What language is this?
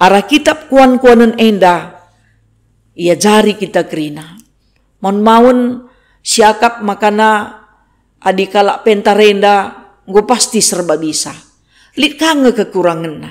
Batak Karo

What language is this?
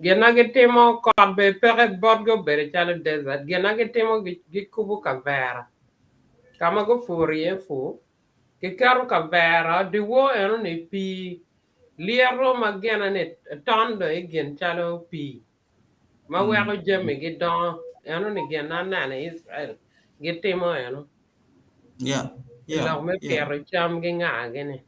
Acoli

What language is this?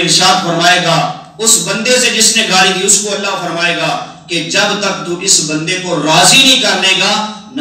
Urdu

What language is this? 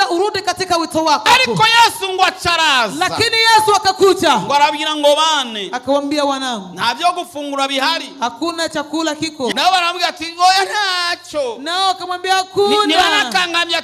Rundi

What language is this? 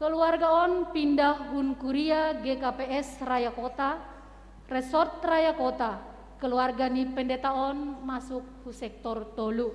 Batak Simalungun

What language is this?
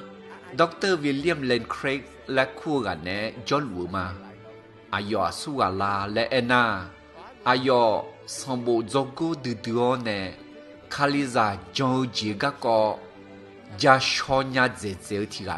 Akha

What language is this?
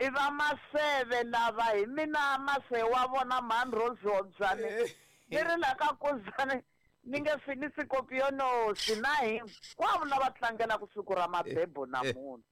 Tsonga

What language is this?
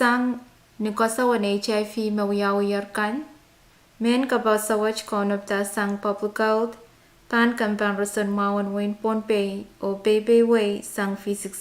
Pohnpeian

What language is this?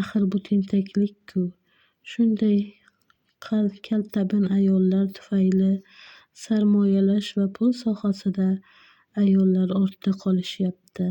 Uzbek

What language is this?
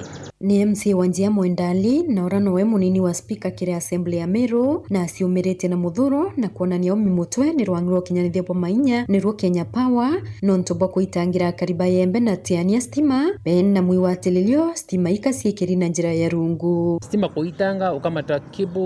Meru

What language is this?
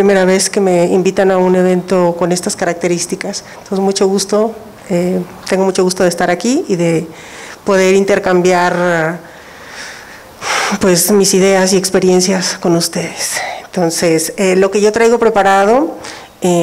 Spanish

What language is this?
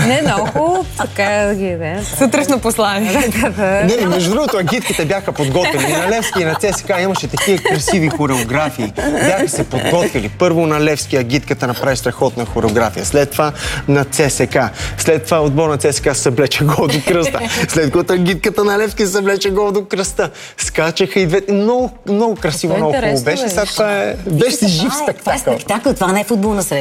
Bulgarian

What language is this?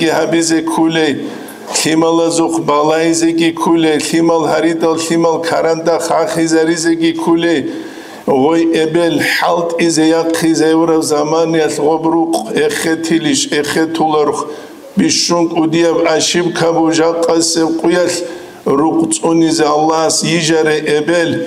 Avaric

